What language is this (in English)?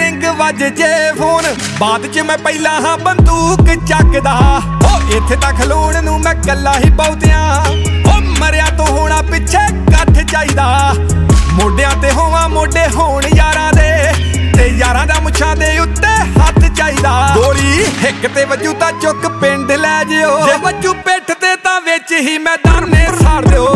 Punjabi